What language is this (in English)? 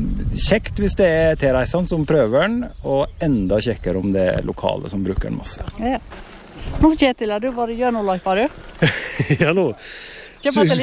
Norwegian